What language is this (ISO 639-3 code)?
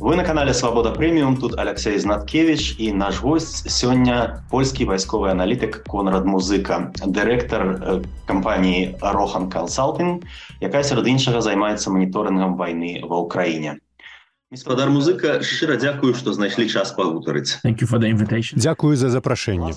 bel